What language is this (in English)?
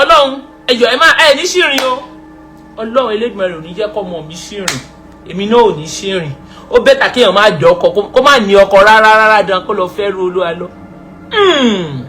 Yoruba